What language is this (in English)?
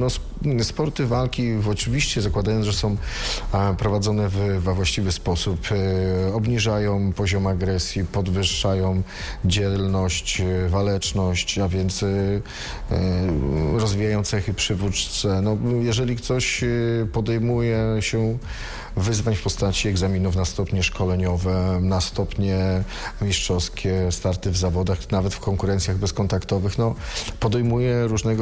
Polish